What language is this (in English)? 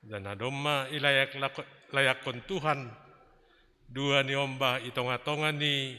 Batak Simalungun